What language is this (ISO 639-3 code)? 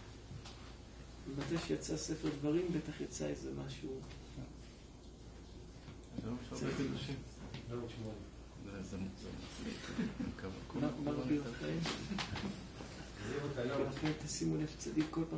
heb